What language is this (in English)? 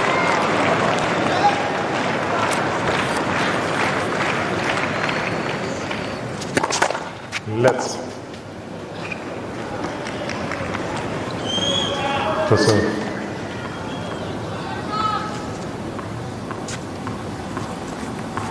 Chinese